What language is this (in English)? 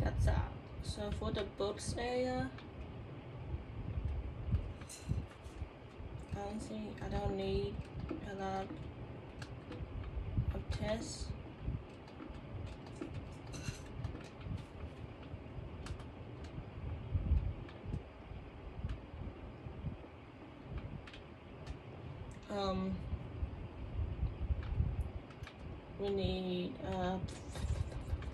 English